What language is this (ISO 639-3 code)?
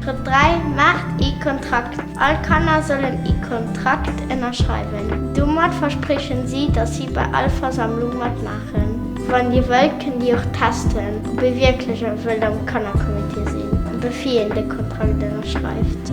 ltz